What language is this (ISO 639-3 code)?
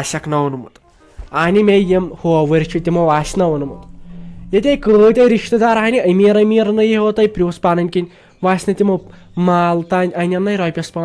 kas